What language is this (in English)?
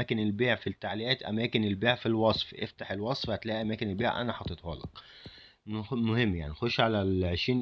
Egyptian Arabic